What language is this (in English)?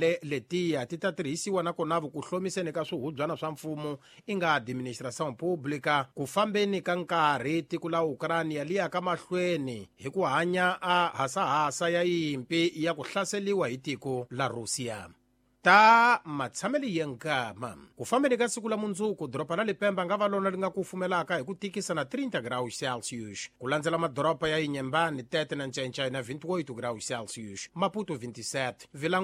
Tsonga